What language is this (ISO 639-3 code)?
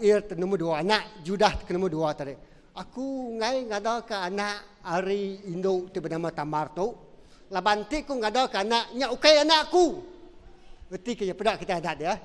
iba